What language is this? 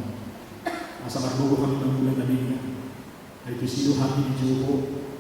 Batak Toba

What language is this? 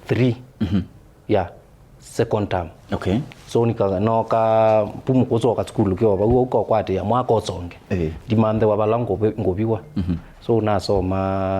Kamba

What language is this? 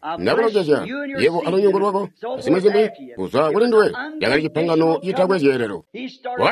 Tonga (Zambia)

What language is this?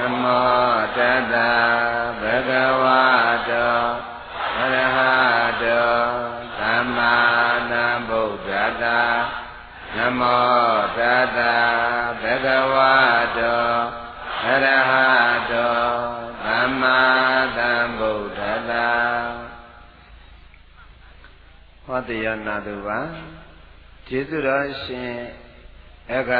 Burmese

